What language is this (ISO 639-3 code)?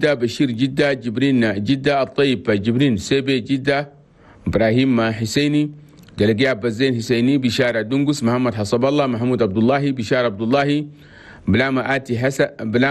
shu